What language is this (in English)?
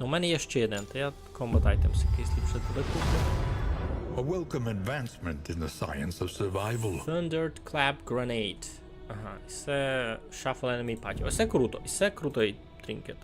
Rusyn